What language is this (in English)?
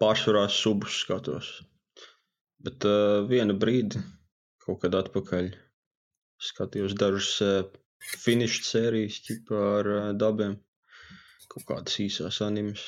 Latvian